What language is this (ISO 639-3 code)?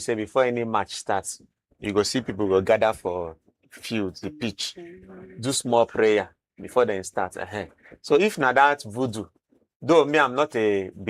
pcm